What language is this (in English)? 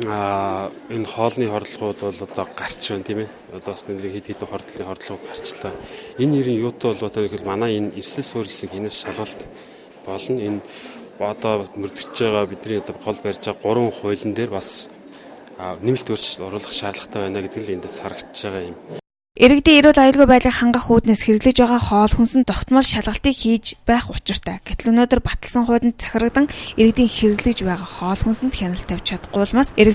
Mongolian